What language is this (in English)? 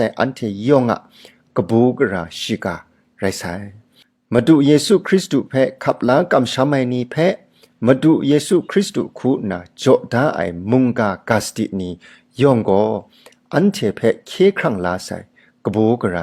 Kachin